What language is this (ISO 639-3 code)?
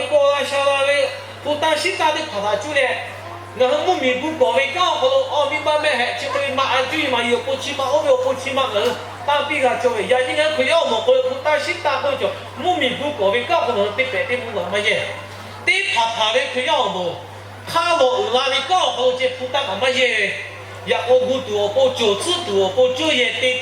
lhu